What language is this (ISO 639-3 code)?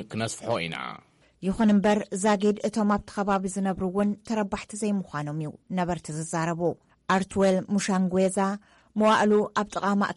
tir